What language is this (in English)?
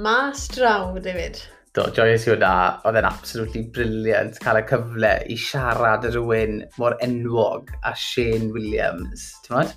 Welsh